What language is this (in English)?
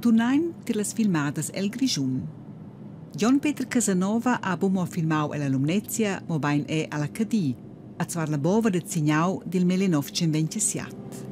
Romansh